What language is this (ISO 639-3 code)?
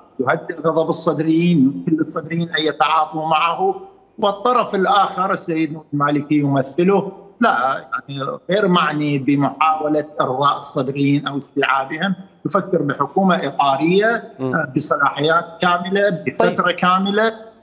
acm